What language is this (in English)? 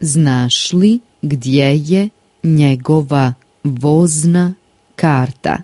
Slovenian